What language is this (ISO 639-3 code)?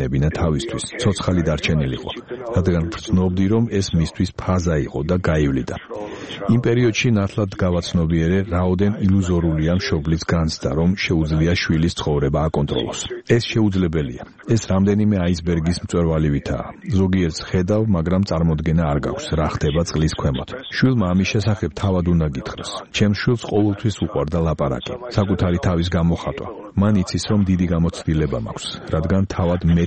kat